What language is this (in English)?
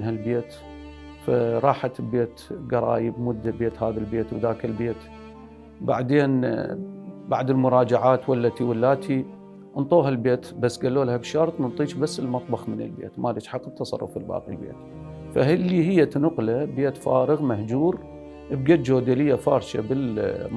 Mesopotamian Arabic